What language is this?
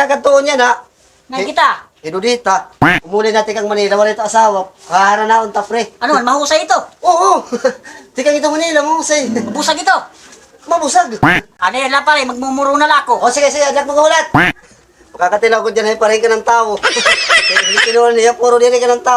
Waray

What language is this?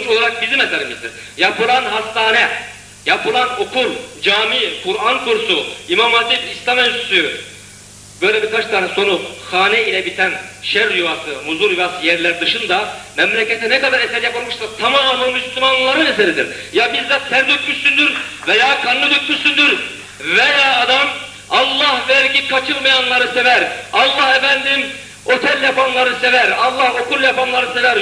Turkish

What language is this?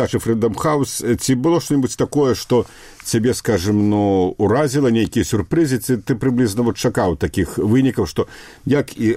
Belarusian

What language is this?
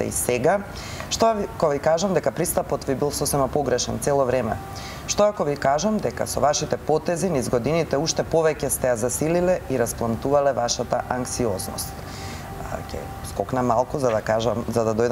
Macedonian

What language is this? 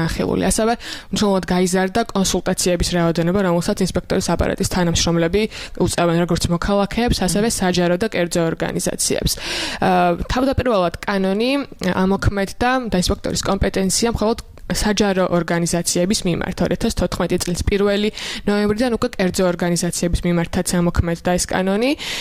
Georgian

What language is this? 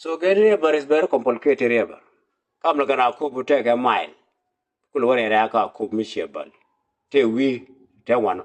Nuer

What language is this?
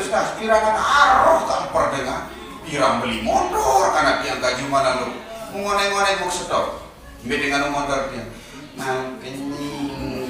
Sasak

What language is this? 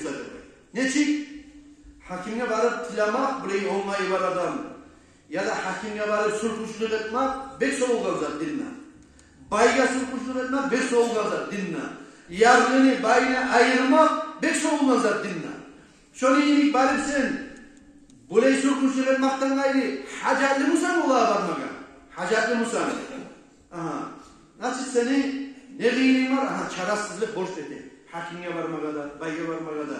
Kumyk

